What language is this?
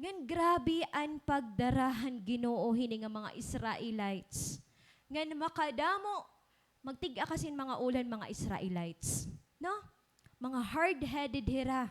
Waray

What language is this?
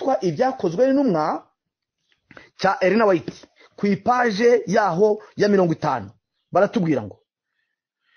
Kinyarwanda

